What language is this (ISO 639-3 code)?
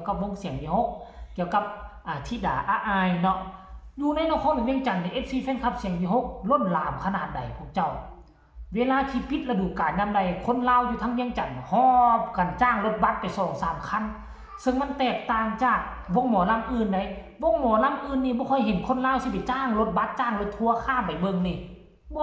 tts